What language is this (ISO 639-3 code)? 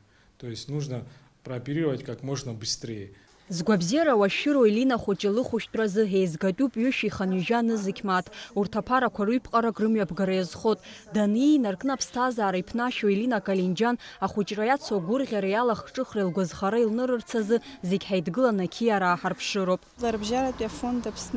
abk